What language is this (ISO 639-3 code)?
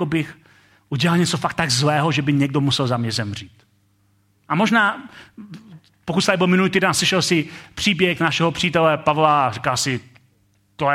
ces